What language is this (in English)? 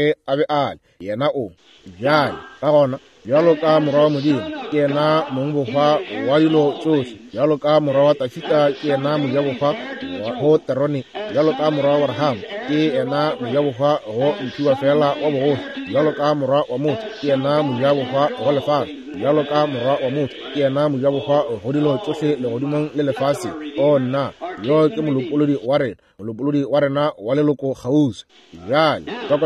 Northern Sotho